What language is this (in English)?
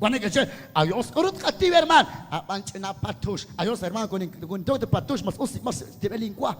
Kekchí